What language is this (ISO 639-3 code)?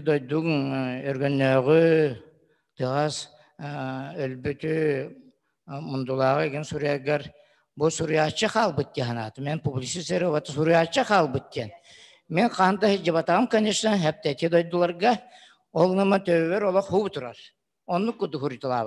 sah